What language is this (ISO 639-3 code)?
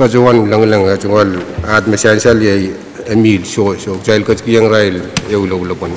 pon